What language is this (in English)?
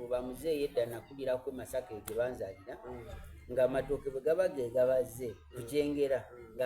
Soga